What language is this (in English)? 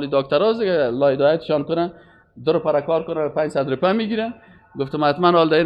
Persian